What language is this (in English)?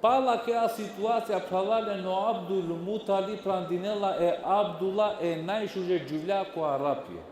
Balkan Romani